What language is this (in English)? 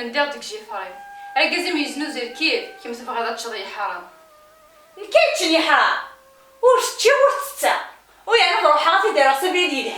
Kabyle